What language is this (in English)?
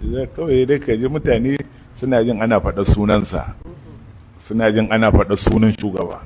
Hausa